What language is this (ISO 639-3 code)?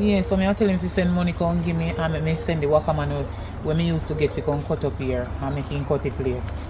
jam